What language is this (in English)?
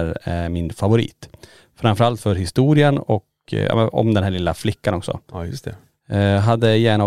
Swedish